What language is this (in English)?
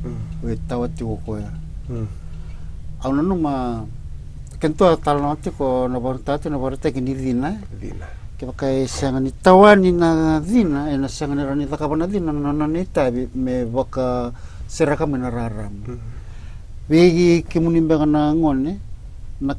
Fijian